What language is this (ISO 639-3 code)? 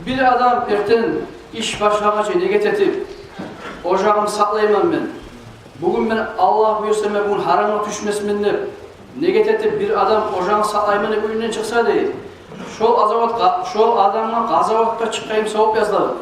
kum